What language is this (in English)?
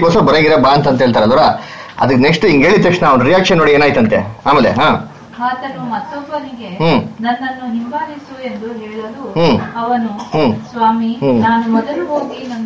Kannada